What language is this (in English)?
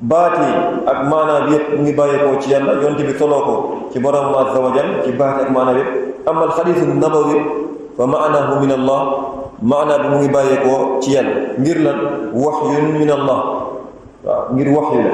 Wolof